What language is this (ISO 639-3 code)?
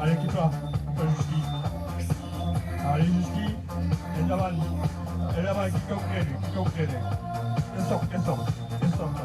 oci